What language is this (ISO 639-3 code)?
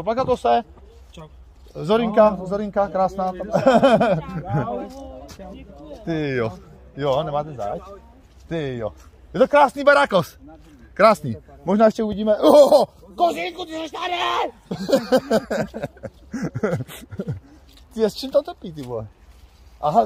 ces